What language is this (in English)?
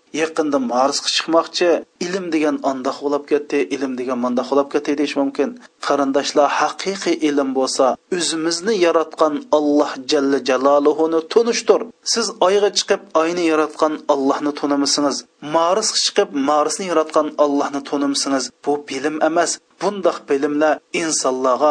Uyghur